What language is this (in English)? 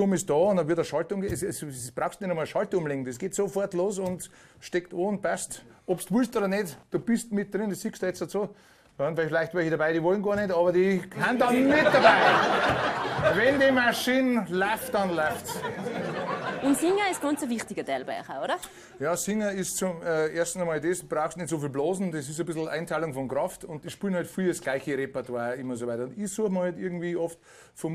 Bavarian